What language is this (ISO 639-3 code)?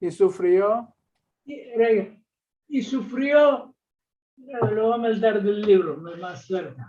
lad